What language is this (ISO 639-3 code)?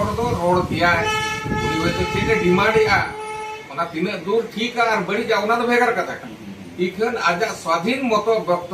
sat